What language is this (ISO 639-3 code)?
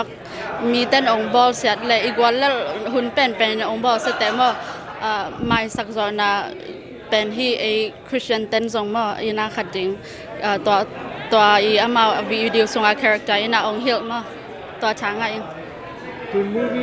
ctd